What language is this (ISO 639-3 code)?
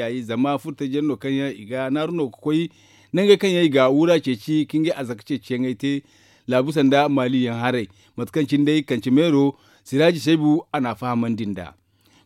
dje